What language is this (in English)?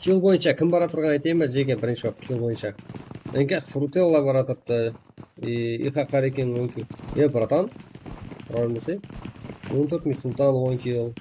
Kara-Kalpak